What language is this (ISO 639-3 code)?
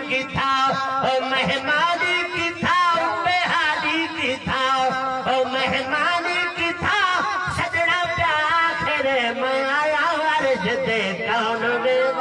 skr